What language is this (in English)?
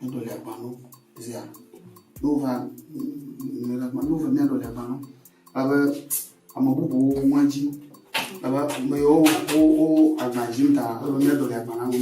Ewe